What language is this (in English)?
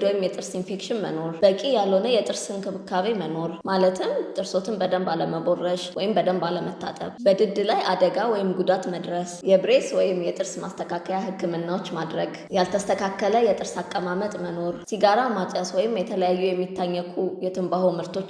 Amharic